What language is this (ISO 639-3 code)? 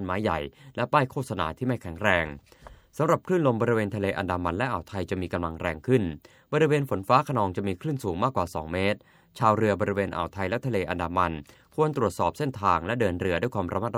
tha